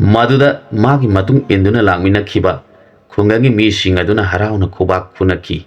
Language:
Manipuri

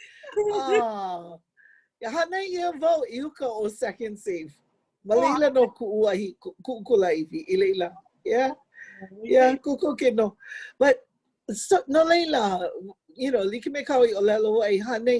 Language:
Hawaiian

